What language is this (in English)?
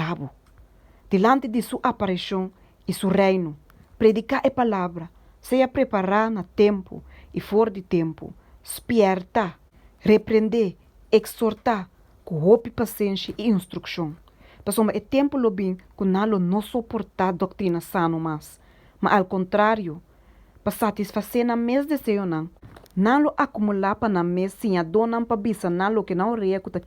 Papiamento